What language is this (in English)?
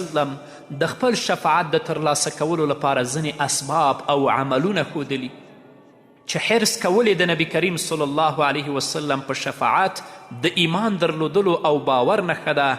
Pashto